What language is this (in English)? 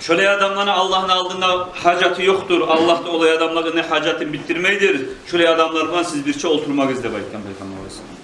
Kumyk